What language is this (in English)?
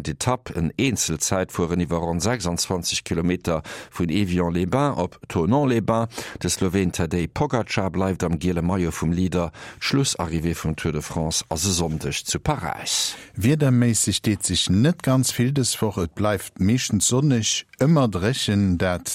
Luxembourgish